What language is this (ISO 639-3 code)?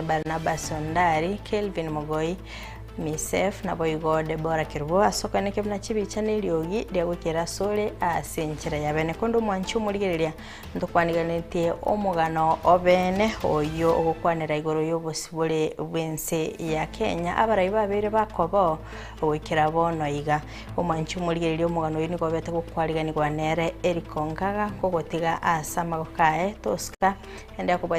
guz